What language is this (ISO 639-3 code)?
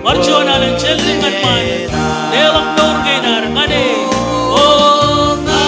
mah